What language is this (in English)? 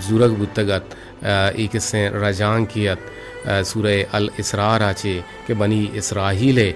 Eastern Balochi